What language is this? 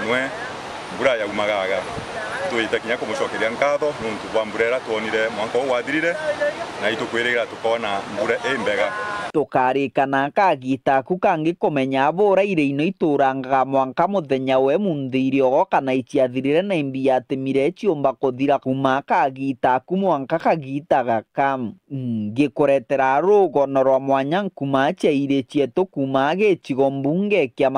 Meru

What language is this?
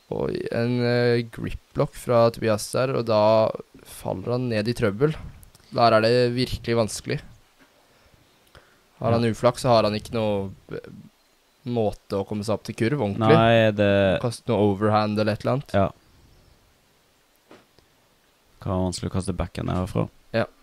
Norwegian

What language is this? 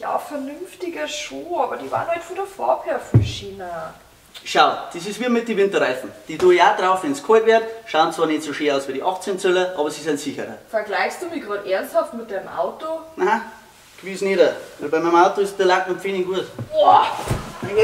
Bavarian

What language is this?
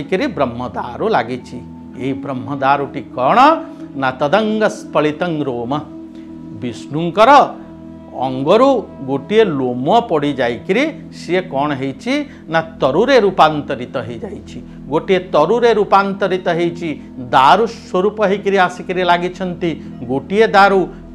Odia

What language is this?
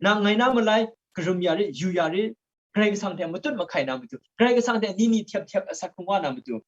Kachin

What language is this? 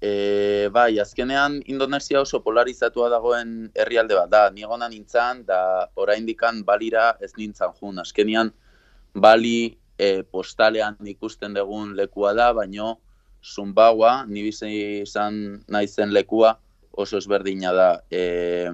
Basque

